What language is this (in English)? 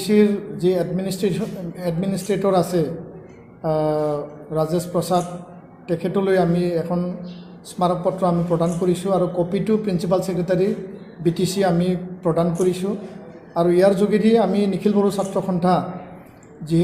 Assamese